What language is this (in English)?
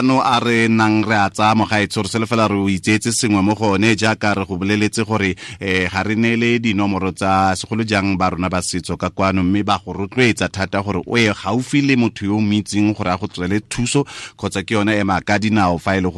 Tswana